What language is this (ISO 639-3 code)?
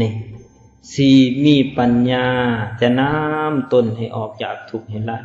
lao